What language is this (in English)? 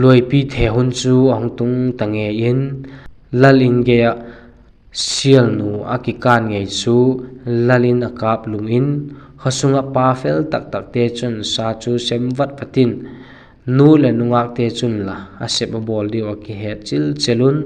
Vaiphei